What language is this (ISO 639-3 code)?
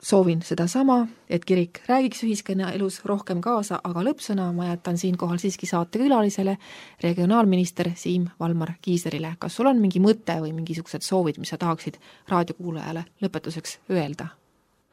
est